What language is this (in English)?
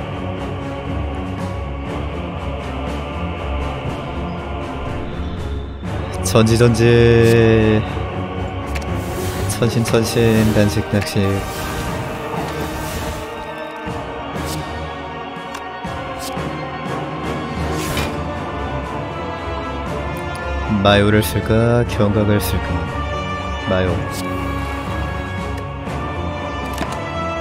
Korean